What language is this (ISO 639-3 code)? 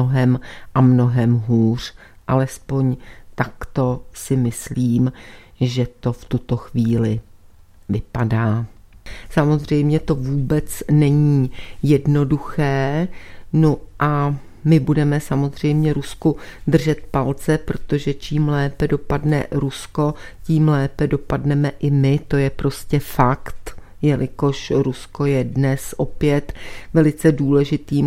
ces